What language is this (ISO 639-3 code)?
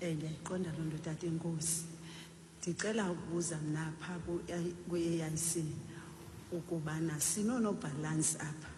xho